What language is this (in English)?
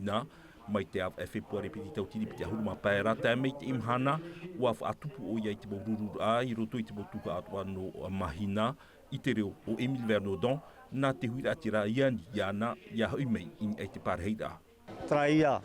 Tahitian